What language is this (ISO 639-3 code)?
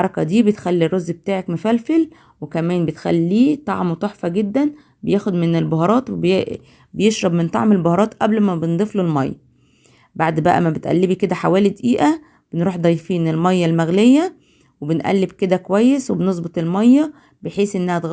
arz